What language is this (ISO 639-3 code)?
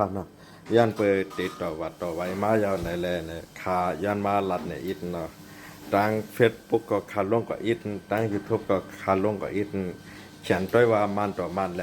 shn